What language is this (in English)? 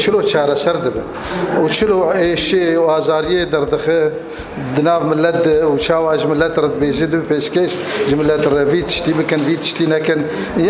Kurdish